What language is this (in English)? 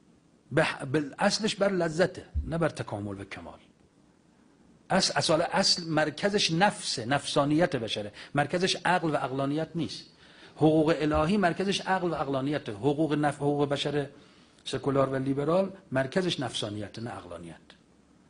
Persian